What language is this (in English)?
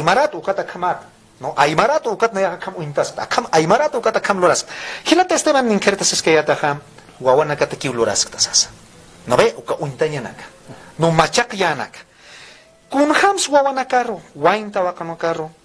Aymara